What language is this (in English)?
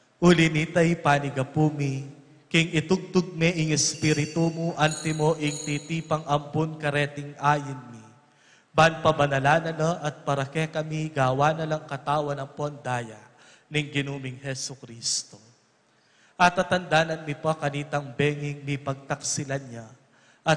Pampanga